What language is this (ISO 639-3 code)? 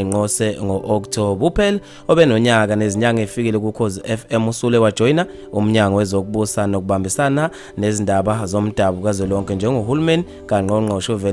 zul